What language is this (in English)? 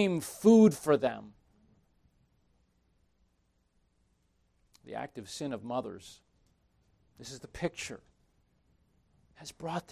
English